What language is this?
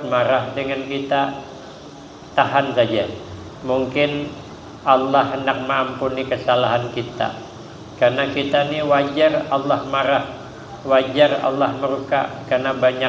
Banjar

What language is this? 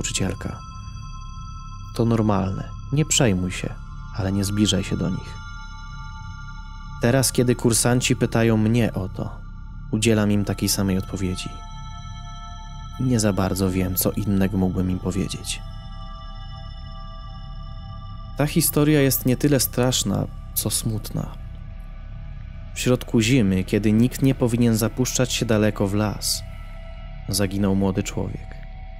Polish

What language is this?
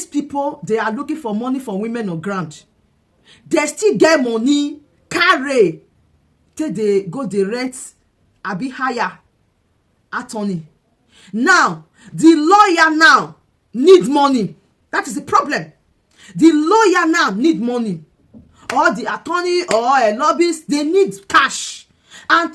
Nigerian Pidgin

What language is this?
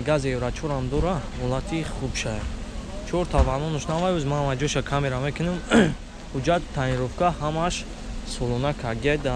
Tajik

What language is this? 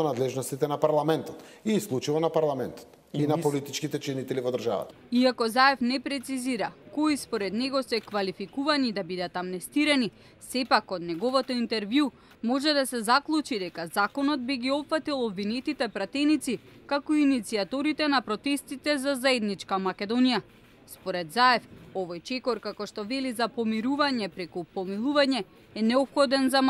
Macedonian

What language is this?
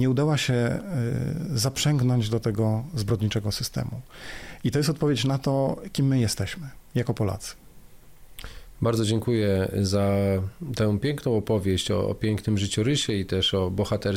Polish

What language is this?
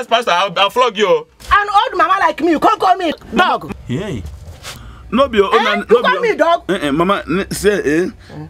Nigerian Pidgin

